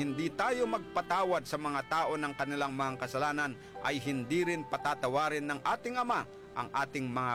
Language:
Filipino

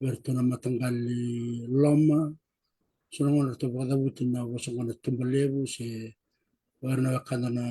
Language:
Fijian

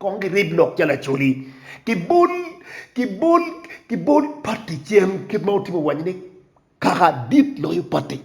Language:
Acoli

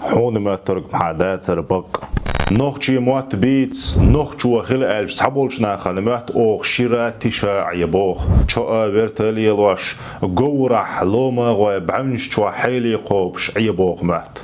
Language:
Chechen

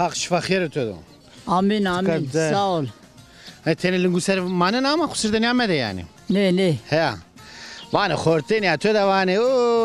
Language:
Zaza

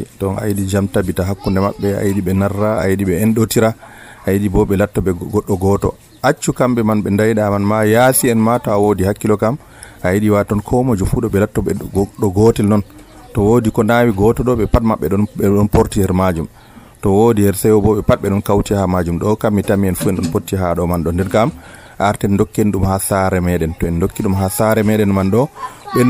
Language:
Nigerian Fulfulde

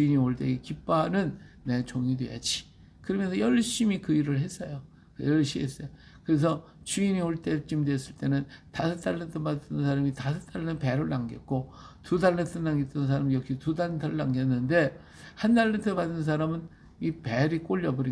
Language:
Korean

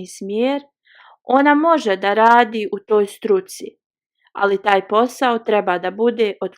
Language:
Bosnian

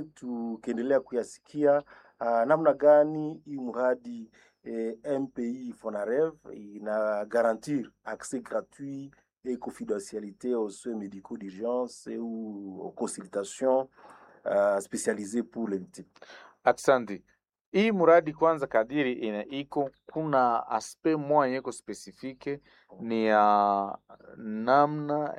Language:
Swahili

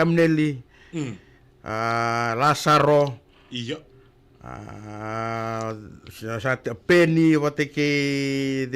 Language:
Fijian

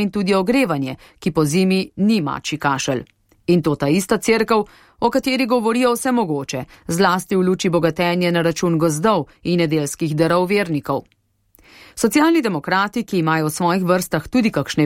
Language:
Slovenian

